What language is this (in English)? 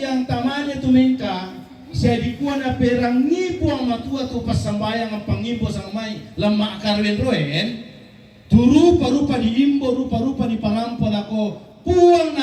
Toraja-Sa'dan